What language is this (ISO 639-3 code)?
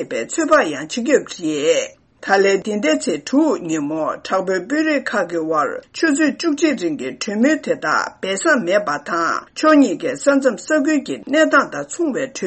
bod